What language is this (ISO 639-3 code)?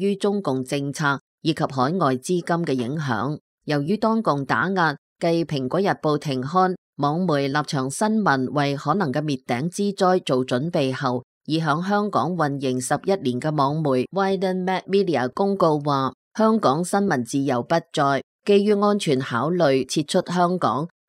yue